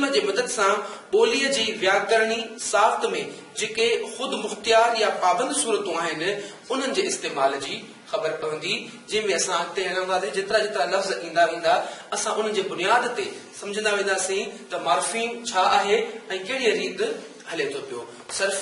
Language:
Sindhi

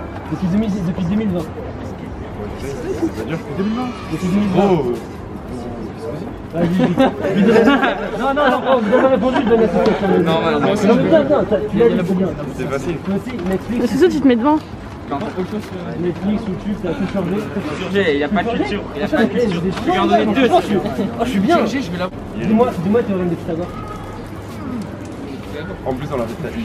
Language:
French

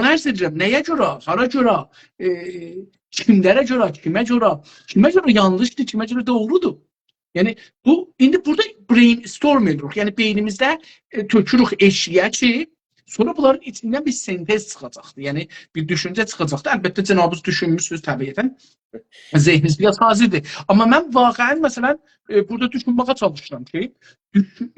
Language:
South Azerbaijani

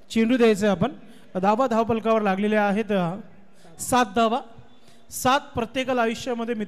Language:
Marathi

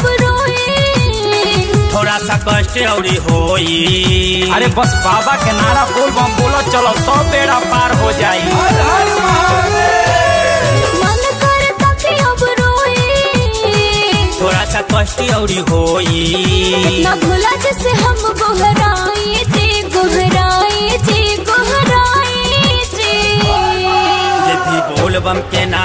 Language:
Bhojpuri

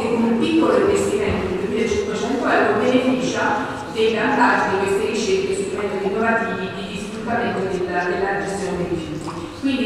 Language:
Italian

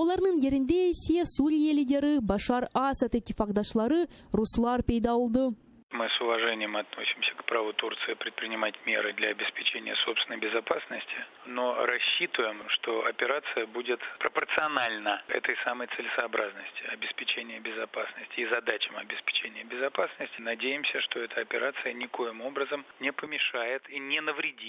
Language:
Crimean Tatar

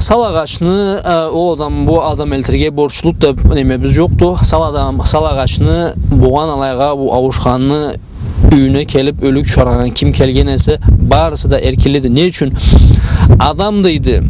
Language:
Karachay-Balkar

